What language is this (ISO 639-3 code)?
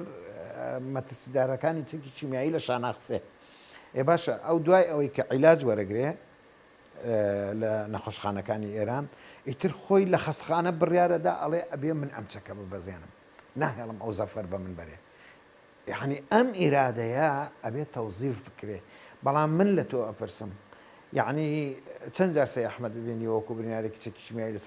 ckb